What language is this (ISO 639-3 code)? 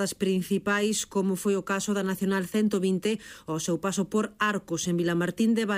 glg